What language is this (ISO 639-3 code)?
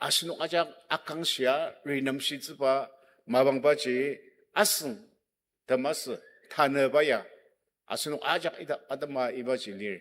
njo